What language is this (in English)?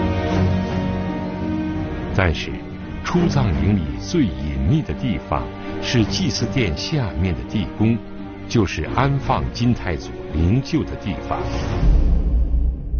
Chinese